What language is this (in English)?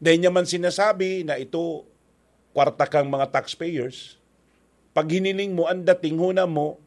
Bikol